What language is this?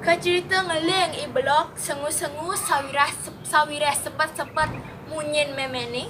Balinese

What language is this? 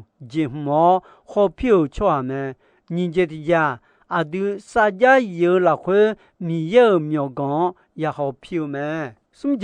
Akha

